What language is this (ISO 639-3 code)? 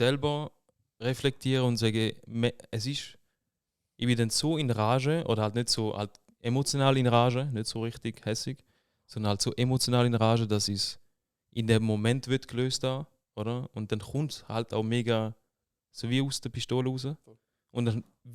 gsw